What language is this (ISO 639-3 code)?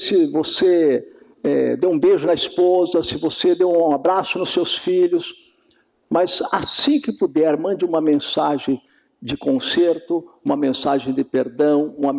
por